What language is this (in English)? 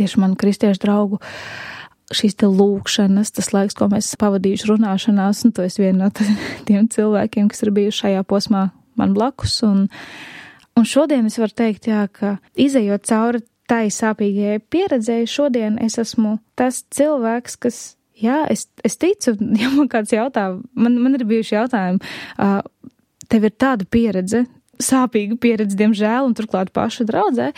Latvian